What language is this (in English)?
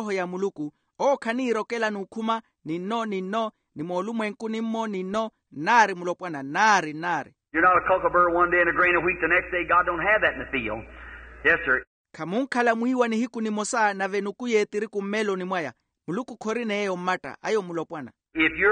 Makhuwa